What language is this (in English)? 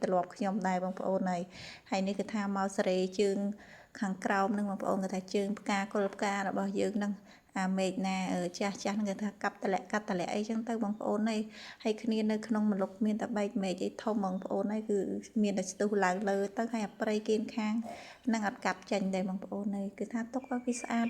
Khmer